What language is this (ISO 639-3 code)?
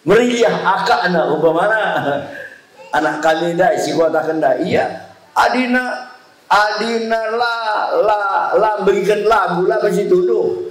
btx